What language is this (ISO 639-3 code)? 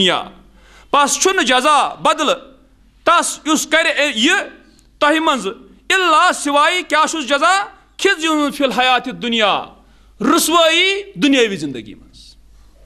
kas